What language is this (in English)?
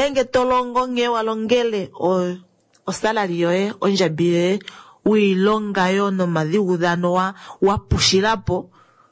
Kuanyama